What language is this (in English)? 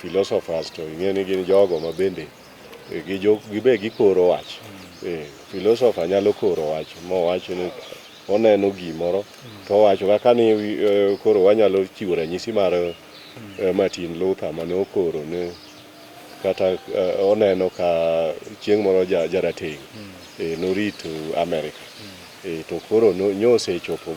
Luo (Kenya and Tanzania)